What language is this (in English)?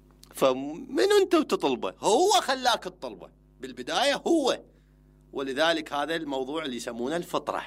Mesopotamian Arabic